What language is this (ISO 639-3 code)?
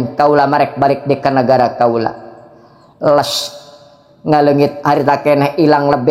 sun